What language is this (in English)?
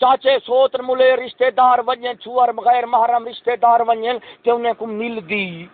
Saraiki